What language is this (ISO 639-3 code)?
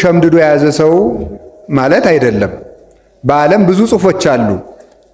amh